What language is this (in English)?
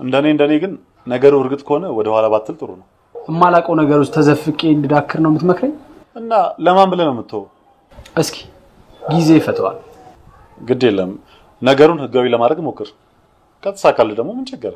Amharic